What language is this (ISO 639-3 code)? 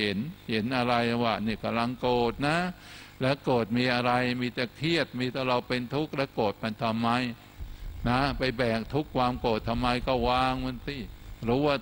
tha